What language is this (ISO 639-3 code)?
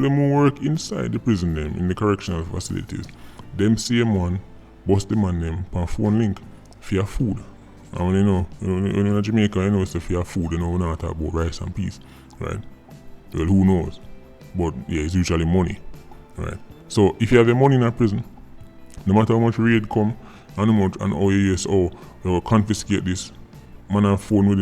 jam